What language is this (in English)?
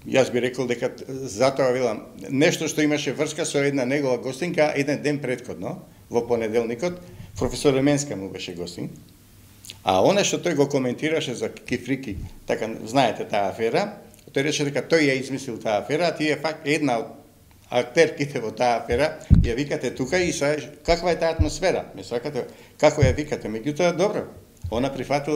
Macedonian